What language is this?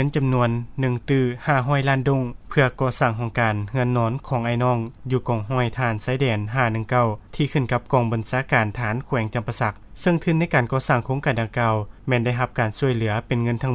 Lao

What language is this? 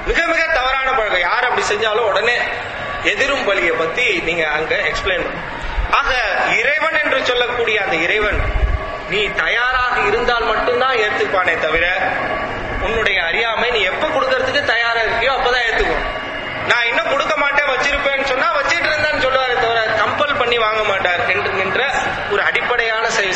Tamil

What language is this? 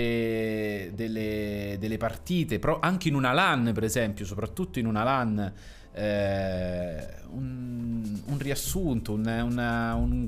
Italian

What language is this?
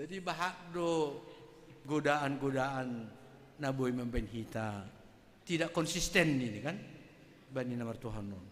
Batak Simalungun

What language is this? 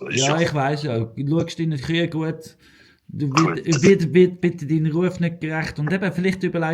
Swiss German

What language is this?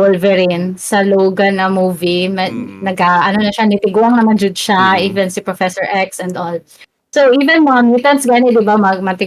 Cebuano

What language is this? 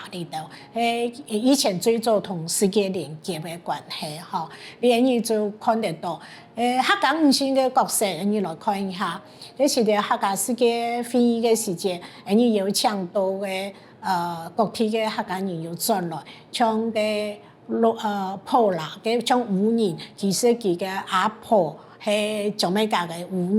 Hakka Chinese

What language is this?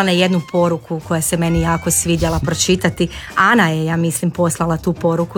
Croatian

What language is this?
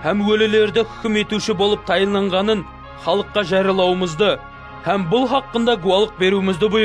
Kara-Kalpak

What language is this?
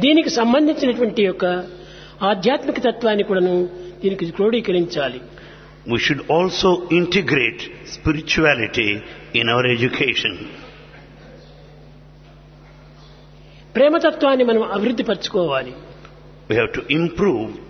Telugu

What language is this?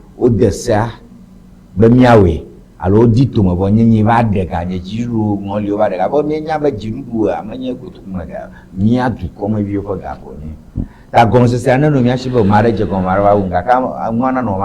Ewe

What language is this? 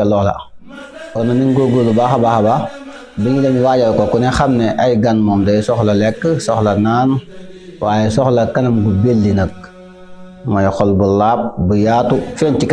Wolof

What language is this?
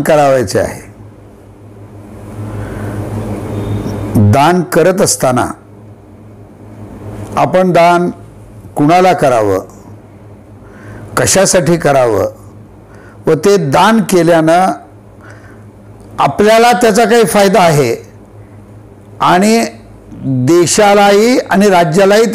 Marathi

